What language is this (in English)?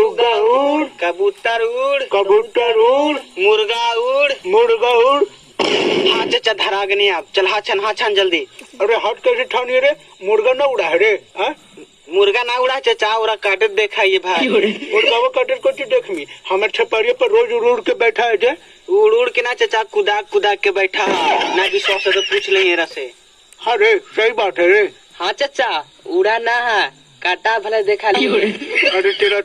Magahi